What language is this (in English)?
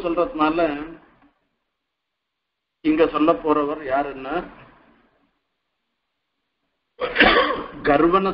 Tamil